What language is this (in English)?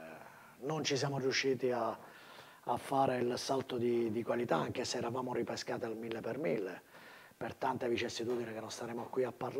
Italian